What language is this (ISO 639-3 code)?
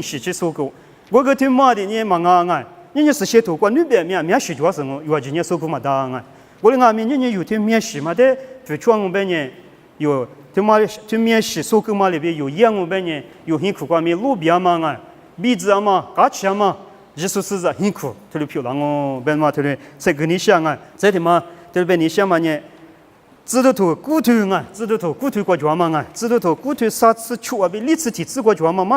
lis